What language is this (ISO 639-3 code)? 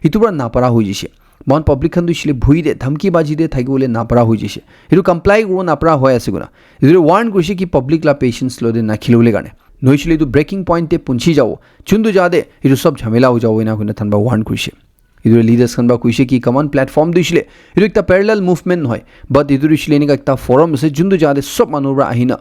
nag